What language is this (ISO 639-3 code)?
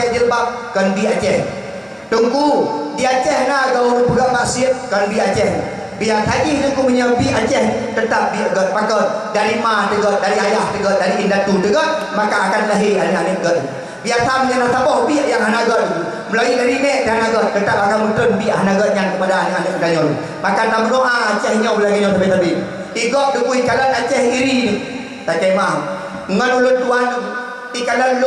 ace